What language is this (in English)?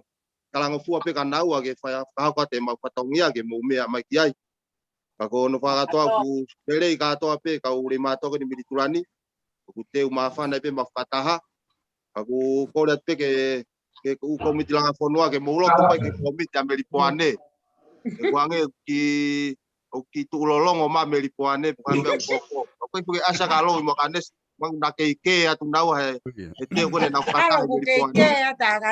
Tongan